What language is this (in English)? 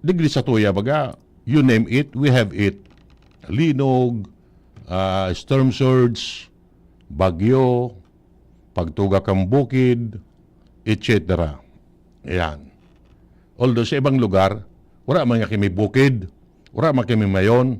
Bikol